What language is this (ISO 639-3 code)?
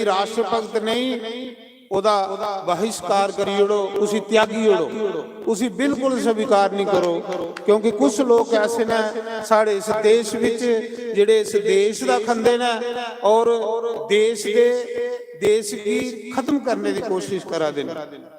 doi